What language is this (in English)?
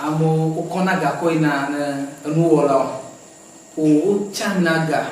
Ewe